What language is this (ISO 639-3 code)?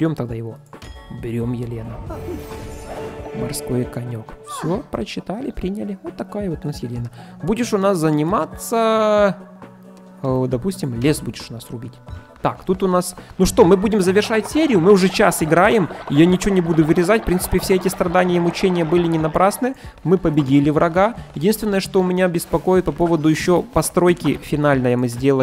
rus